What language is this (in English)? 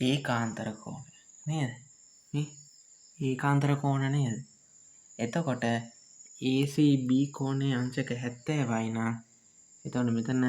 Sinhala